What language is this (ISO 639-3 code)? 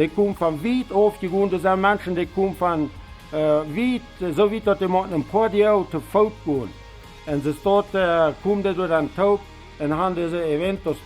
pdt